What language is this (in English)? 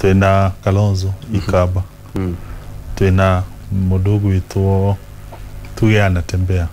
Kikuyu